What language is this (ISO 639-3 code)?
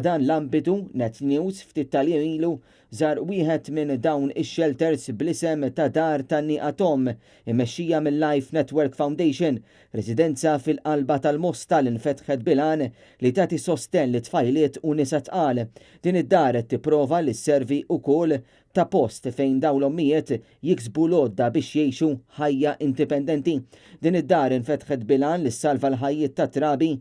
mlt